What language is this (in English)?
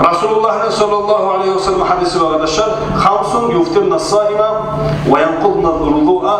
Kumyk